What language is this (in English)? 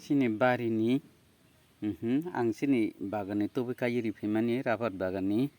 Kok Borok